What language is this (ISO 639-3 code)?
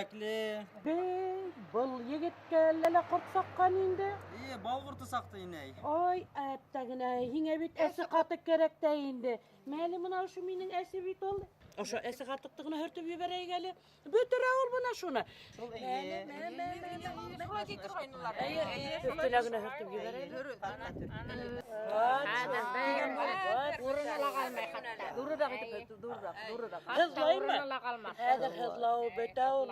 bak